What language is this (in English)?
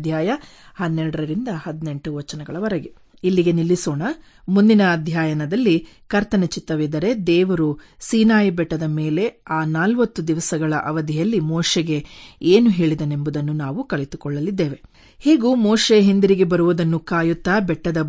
Kannada